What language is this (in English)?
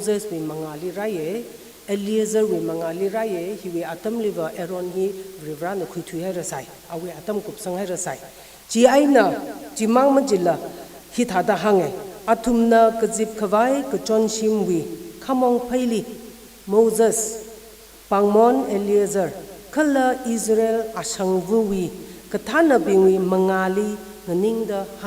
Tangkhul Naga (India)